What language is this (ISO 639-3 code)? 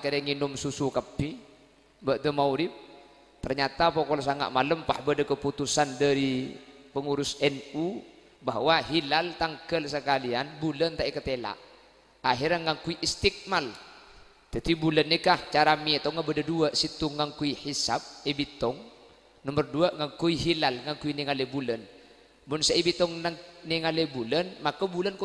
mad